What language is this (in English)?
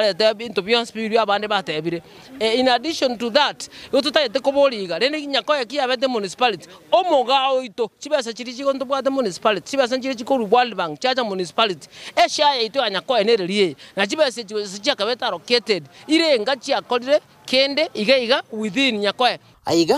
Gusii